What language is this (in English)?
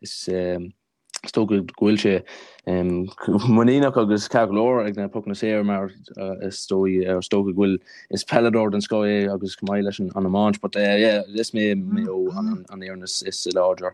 Irish